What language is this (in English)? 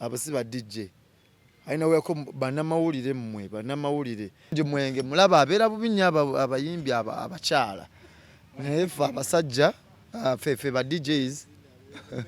Ganda